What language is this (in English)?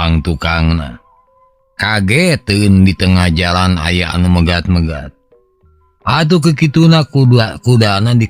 Sundanese